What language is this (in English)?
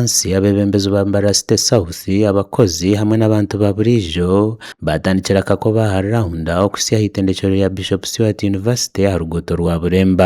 Nyankole